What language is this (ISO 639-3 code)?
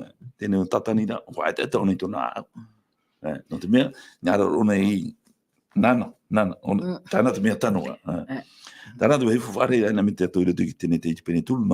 tah